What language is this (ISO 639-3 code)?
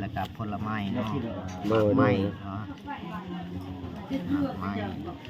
lao